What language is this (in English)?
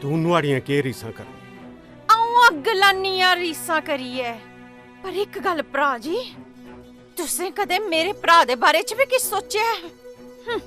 Dogri